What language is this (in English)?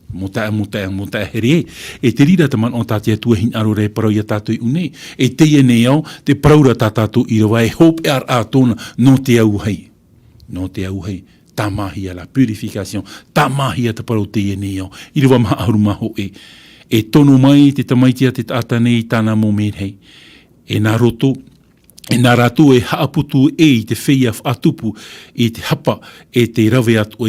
Tahitian